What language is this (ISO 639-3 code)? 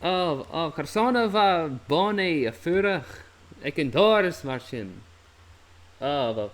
gla